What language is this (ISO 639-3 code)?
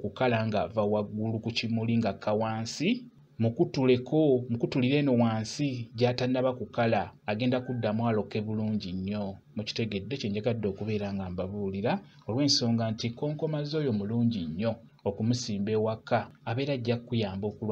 lug